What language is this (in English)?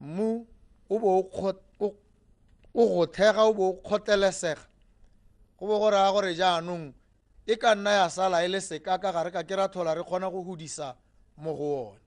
Tswana